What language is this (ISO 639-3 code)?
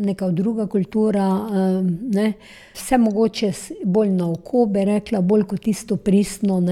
slv